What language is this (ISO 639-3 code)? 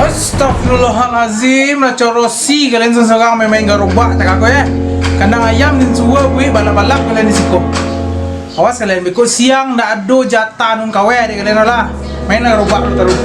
min